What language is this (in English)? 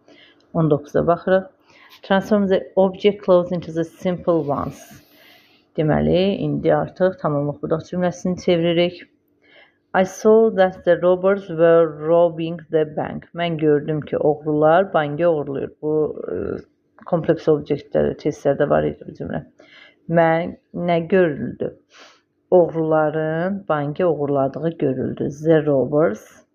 Azerbaijani